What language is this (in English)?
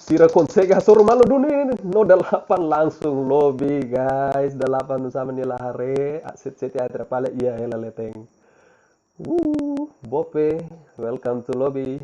Tetum